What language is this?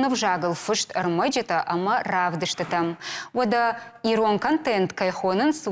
Ossetic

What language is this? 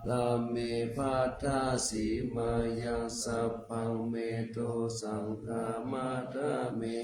Pali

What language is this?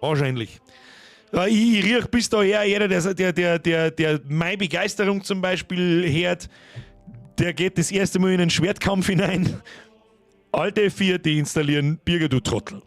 Bavarian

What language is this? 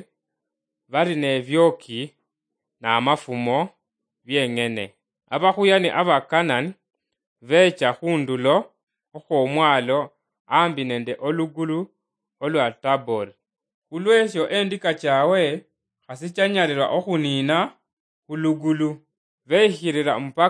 Luyia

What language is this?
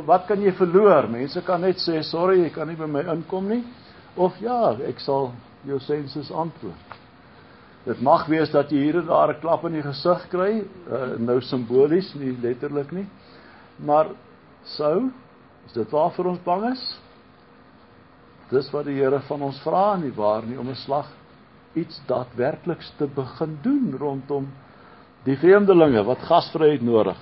Afrikaans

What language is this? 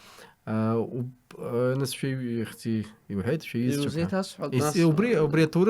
Abkhazian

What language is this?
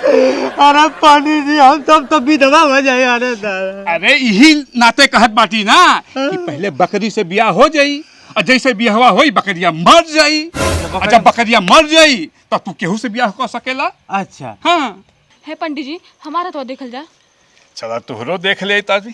Bhojpuri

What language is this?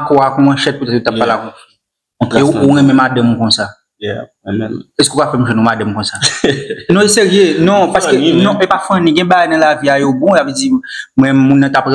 Haitian Creole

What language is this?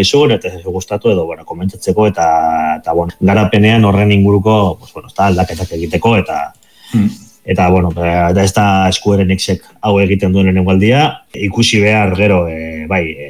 Basque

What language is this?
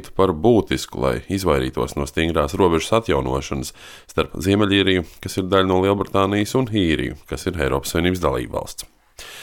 Latvian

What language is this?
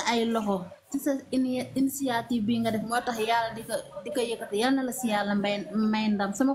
Wolof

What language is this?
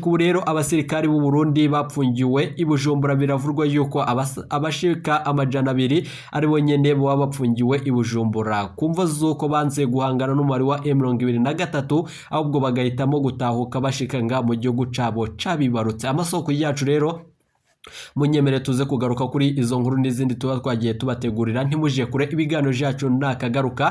Rundi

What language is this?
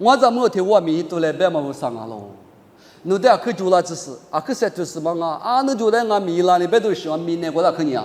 Lisu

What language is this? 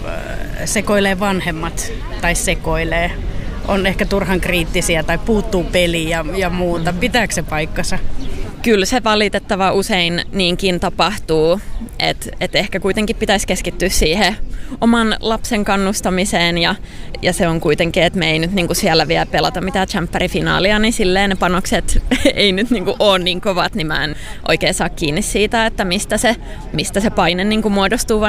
Finnish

